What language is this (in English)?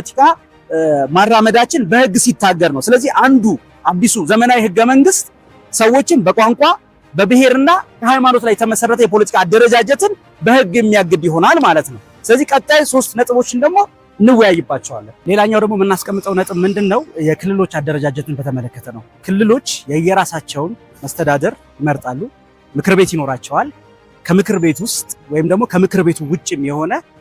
Amharic